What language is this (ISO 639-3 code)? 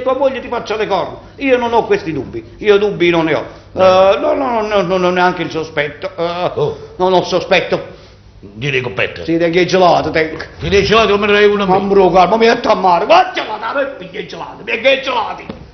nap